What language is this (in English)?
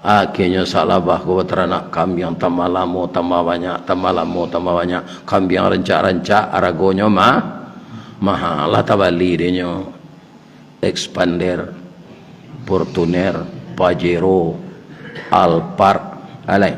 Minangkabau